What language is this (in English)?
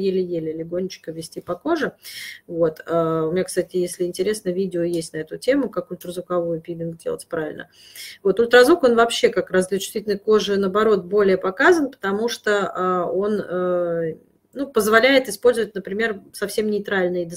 Russian